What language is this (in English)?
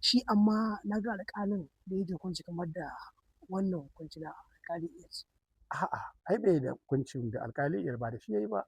Hausa